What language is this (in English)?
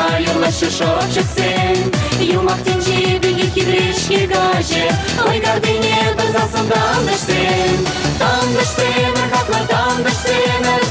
Chuvash